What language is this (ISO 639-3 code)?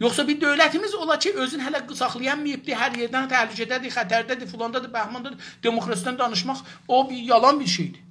azb